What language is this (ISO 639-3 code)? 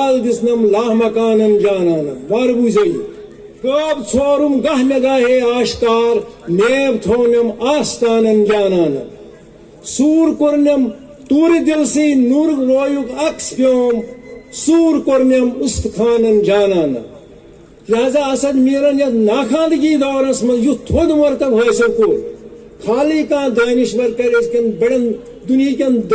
kas